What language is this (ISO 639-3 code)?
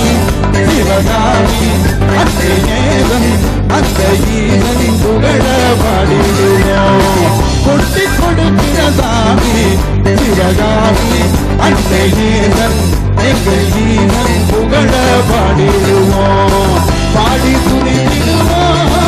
tam